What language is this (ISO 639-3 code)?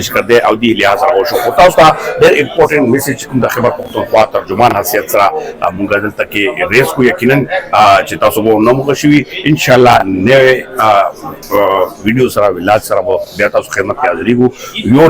pus